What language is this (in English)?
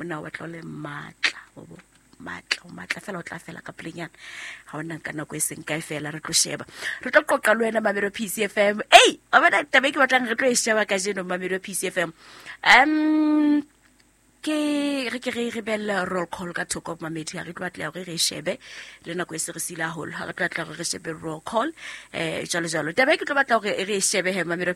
Southern Sotho